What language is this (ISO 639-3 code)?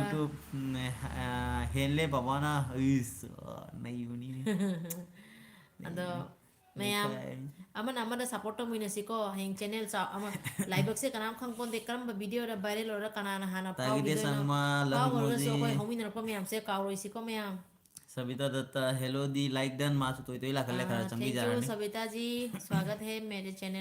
mni